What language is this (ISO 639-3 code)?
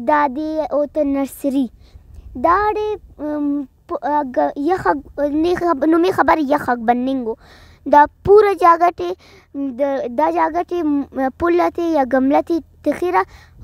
brh